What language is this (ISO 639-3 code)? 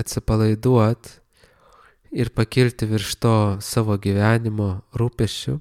lit